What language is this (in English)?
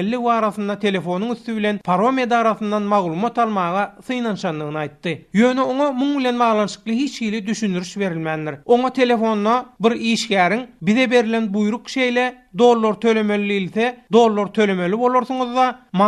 Turkmen